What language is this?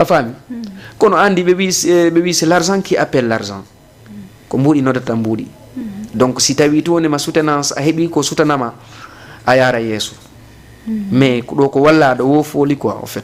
Fula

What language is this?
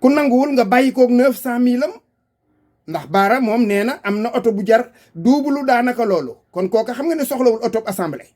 Wolof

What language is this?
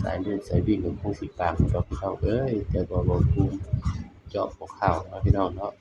Northeastern Thai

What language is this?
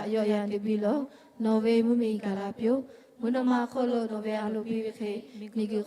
Lahu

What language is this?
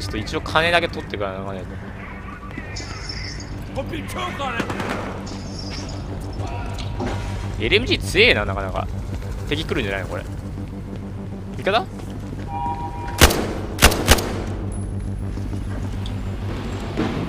Japanese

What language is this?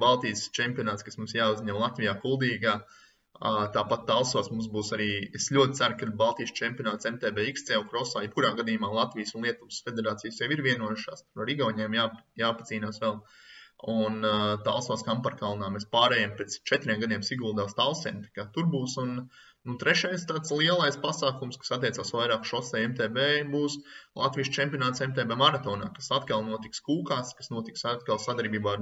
Latvian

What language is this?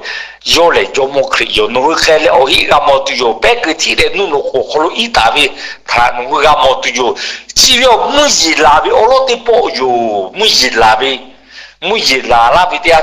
Lahu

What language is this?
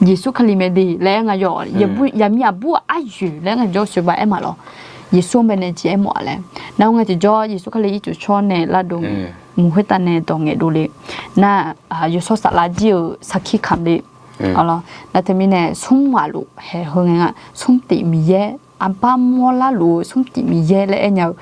Akha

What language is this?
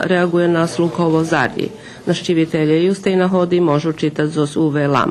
Rusyn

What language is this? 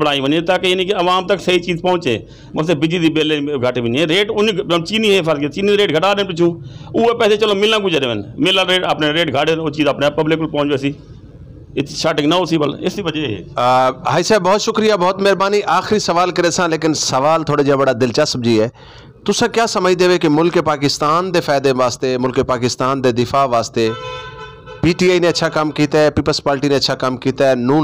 Saraiki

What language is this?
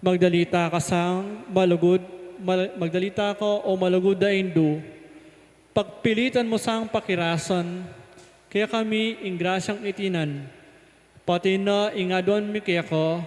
Pampanga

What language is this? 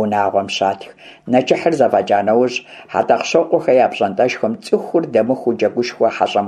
Kabardian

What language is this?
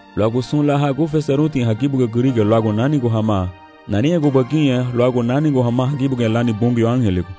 Garifuna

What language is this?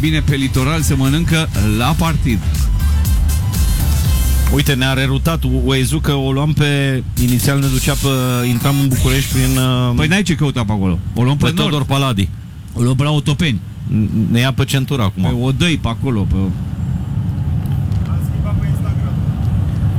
Romanian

